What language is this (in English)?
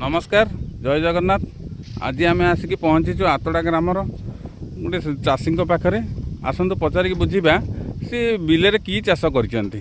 Odia